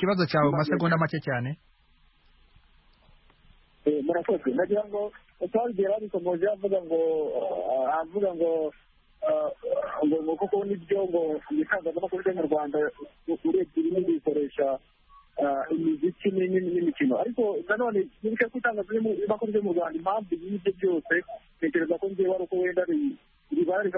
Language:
Kinyarwanda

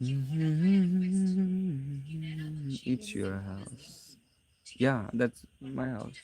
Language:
Naga Pidgin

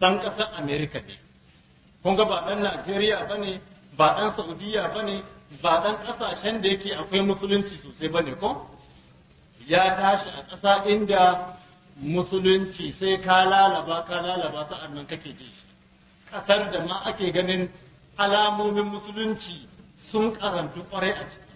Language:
Hausa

